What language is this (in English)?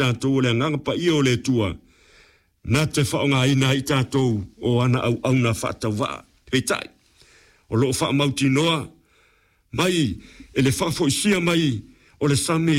Samoan